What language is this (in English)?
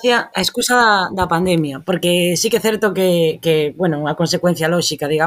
Galician